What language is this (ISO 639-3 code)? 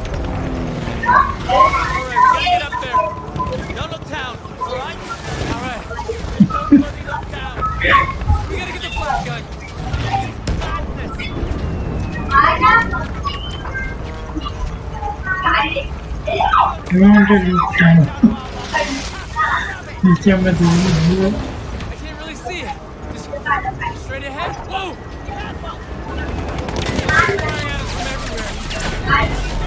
eng